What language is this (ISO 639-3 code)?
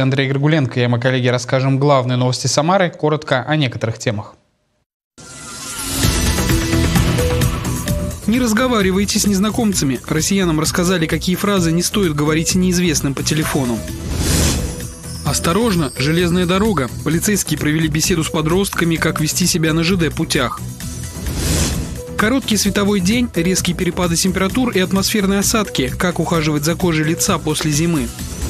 rus